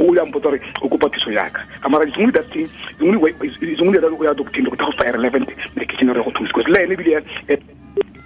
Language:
Tswana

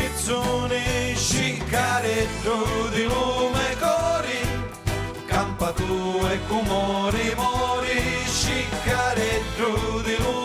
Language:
Sicilian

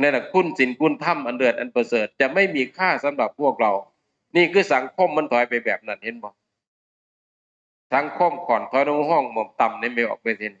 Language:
Northeastern Thai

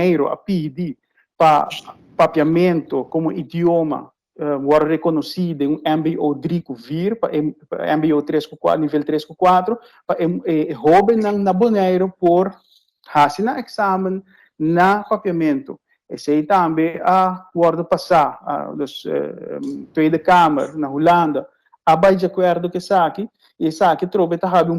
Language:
Papiamento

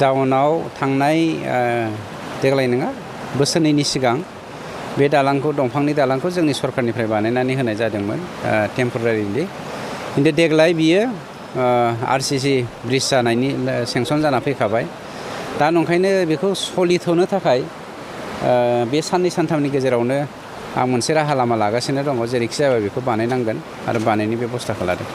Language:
Bodo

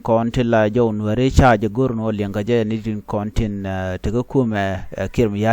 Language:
Nuer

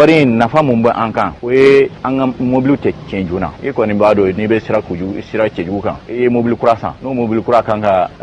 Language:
Bambara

